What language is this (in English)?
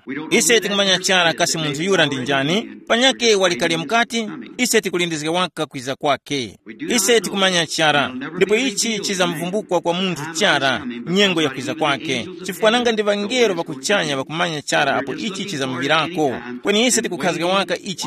Tumbuka